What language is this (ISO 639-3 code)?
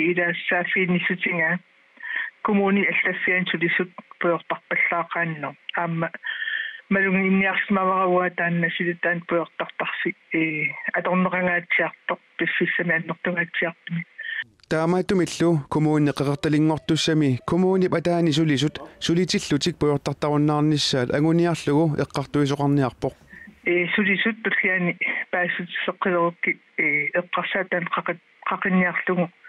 kal